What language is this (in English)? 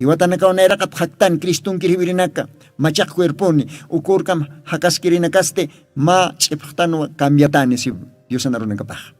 Aymara